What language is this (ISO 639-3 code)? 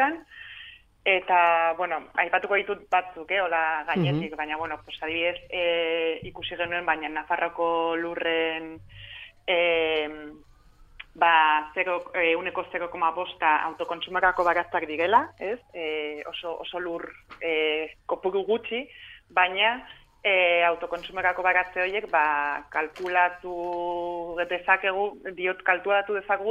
eus